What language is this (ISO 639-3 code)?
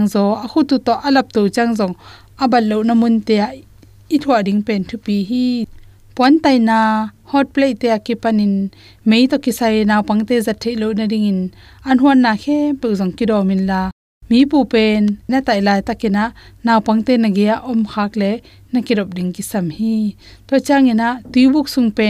ctd